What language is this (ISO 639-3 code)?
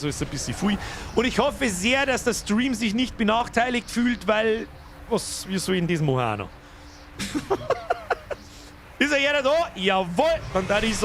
bar